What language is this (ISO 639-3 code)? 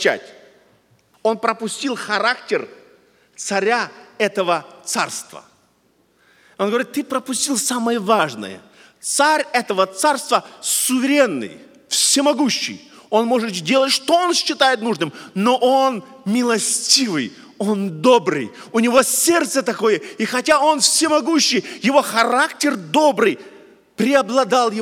rus